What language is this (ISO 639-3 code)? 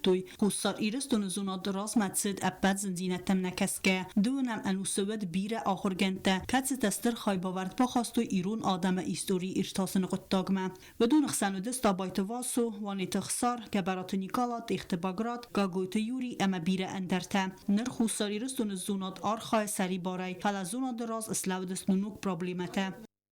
oss